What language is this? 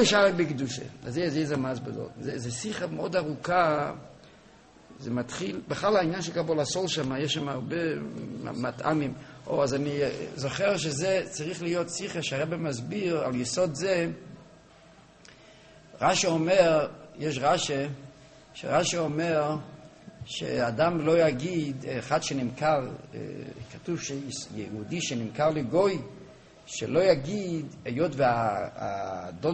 Hebrew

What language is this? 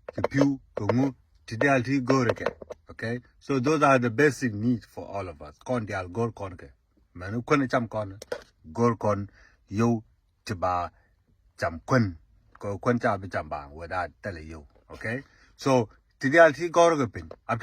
Nuer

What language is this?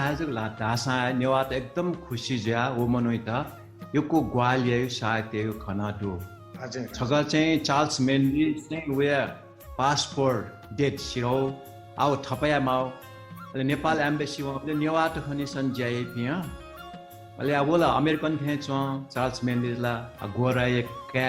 Newari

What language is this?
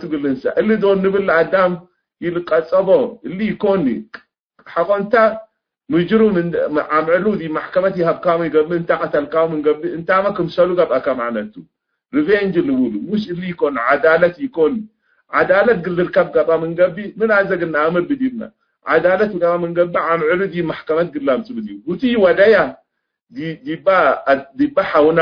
Tigre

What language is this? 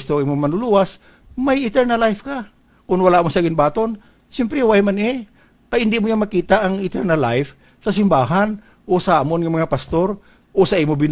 Hiligaynon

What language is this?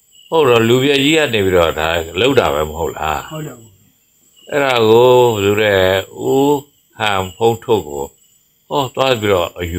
Burmese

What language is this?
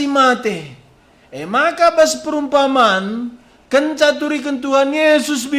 Batak Karo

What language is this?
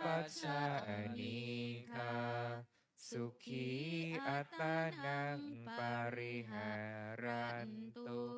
Pali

